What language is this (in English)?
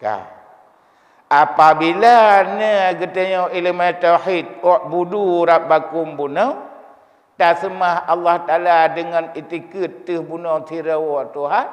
Achinese